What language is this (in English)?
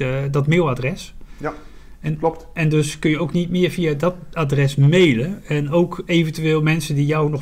Dutch